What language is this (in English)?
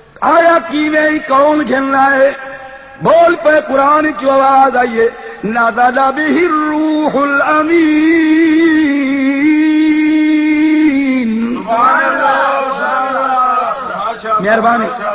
Saraiki